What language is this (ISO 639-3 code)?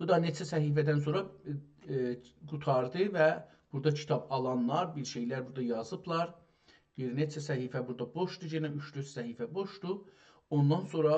azb